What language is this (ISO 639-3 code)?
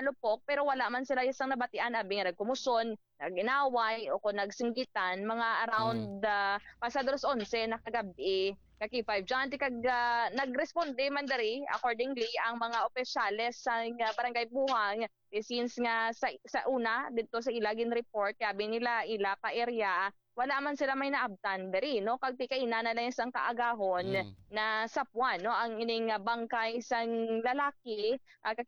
hil